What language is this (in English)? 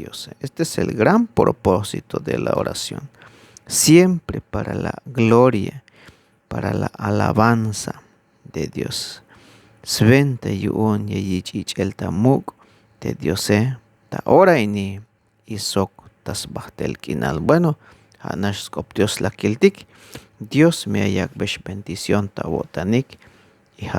Tzeltal